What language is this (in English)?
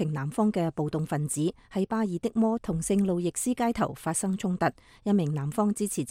Cantonese